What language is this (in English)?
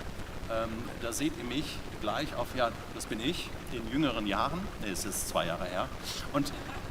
Swiss German